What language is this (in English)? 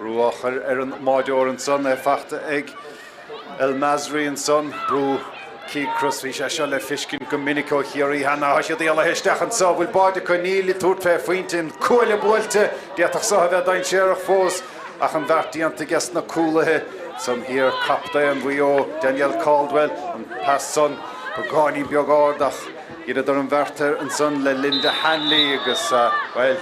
Irish